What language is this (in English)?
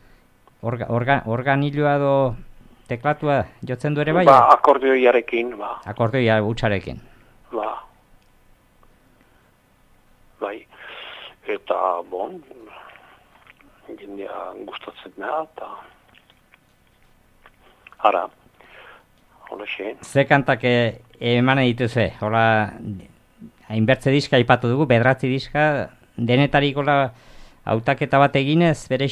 Basque